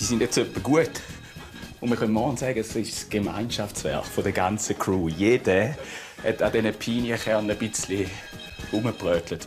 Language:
Swiss German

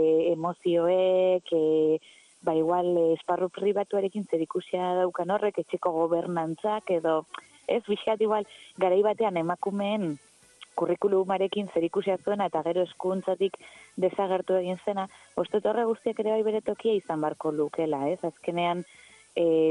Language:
Basque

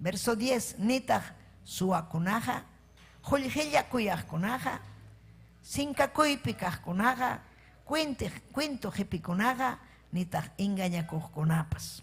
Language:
Ayacucho Quechua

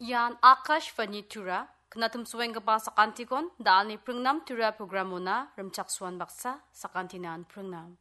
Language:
Garo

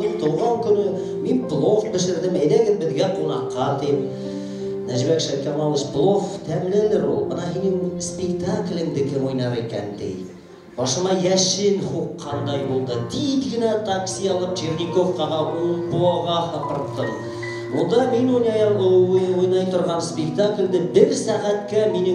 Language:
Bashkir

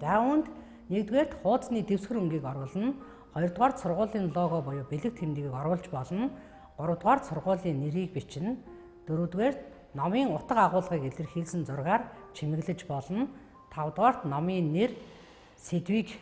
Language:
Mongolian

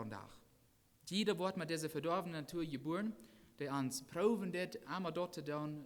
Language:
Plautdietsch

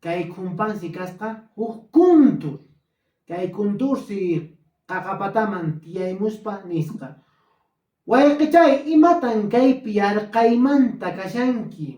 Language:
Quechua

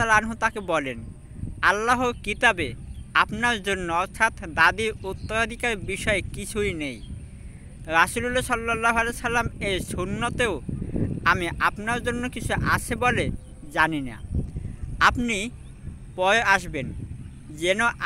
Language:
Bangla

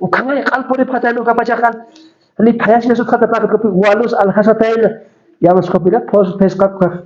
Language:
Aymara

